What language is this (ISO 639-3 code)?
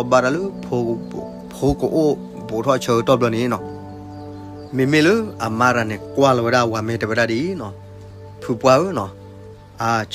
ksw